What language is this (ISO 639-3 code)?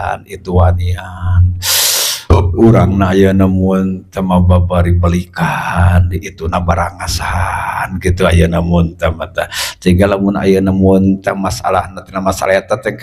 sun